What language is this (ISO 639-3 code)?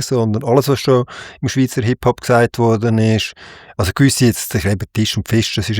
gsw